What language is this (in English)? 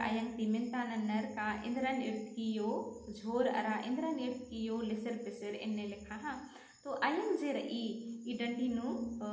Kurukh